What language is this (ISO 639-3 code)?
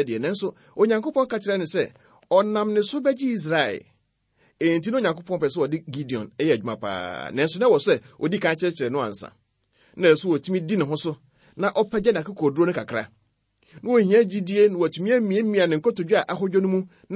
aka